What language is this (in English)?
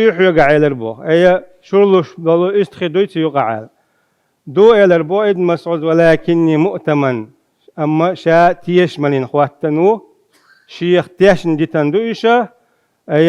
Chechen